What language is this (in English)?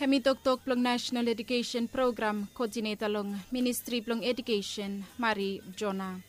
Bislama